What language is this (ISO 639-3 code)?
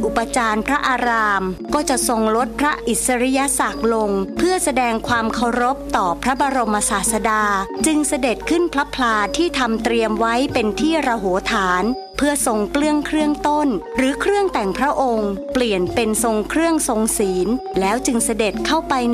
tha